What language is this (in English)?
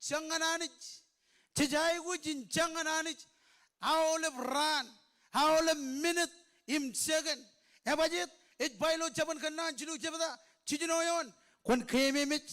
Marshallese